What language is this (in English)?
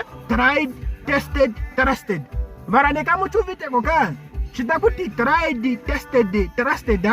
Ndonga